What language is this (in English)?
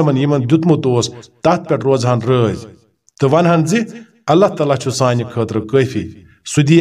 Kashmiri